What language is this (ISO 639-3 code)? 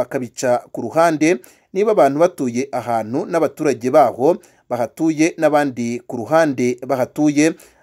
kin